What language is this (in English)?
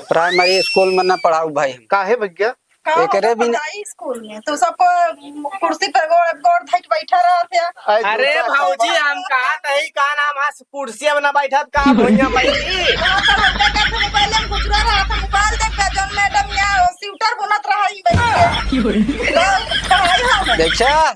Awadhi